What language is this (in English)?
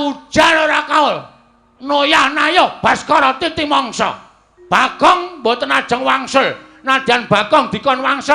Javanese